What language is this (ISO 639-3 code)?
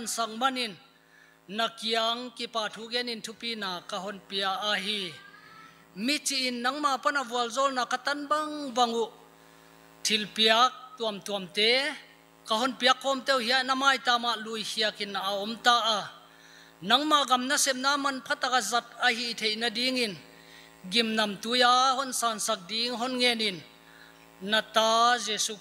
pck